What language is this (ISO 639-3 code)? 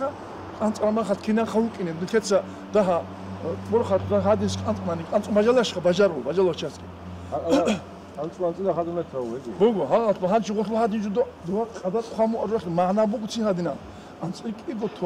ava